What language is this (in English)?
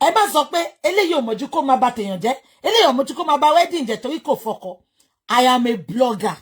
Yoruba